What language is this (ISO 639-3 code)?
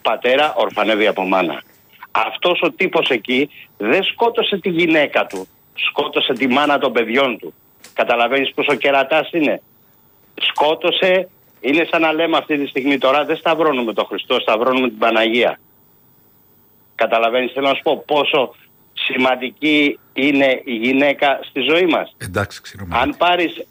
ell